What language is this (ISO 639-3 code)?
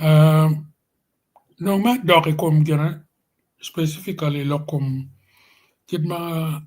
ach